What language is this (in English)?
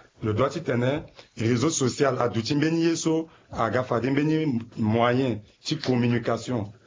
Sango